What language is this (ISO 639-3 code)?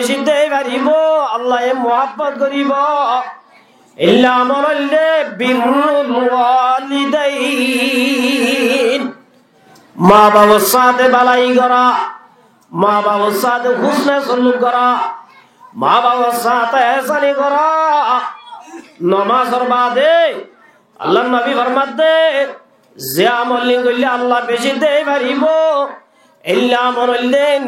rhg